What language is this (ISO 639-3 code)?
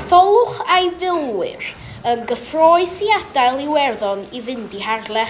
cym